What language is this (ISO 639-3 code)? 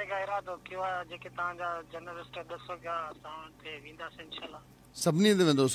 snd